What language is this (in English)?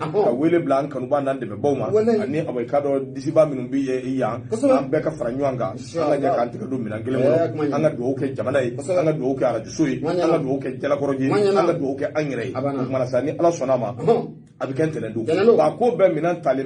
Bambara